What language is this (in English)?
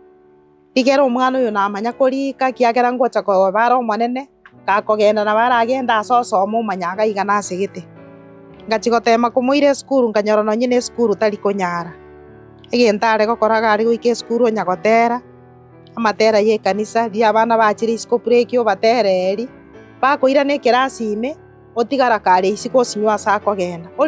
Gusii